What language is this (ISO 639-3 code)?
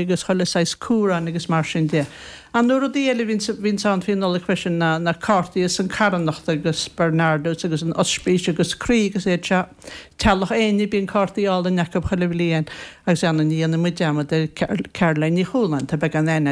gle